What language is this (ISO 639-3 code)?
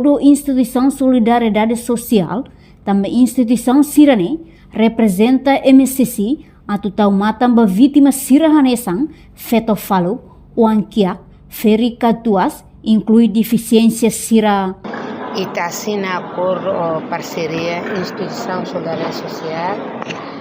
tet